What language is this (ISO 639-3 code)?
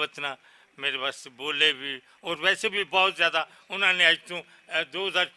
lah